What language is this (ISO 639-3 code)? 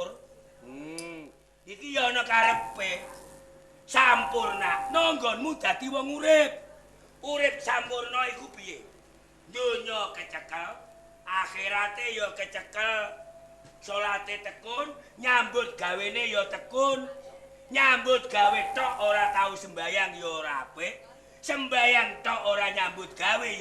jav